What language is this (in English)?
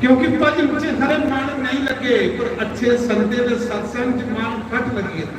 Dogri